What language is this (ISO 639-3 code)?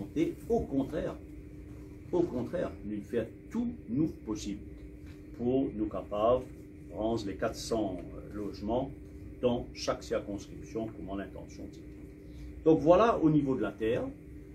mfe